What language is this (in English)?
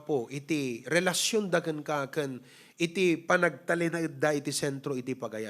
Iloko